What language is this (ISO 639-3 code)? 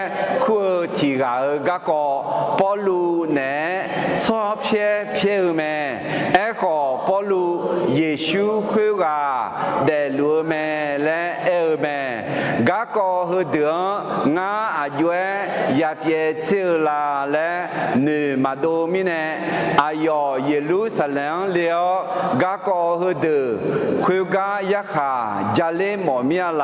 ahk